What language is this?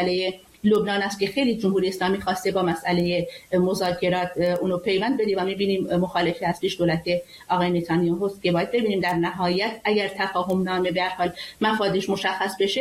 Persian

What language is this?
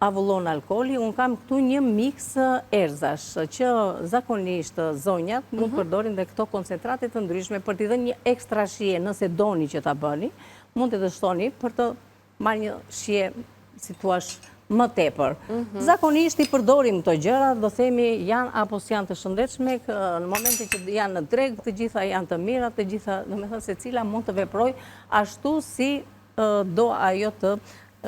Albanian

